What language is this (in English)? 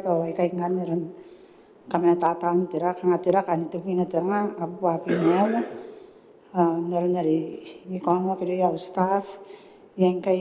Gilbertese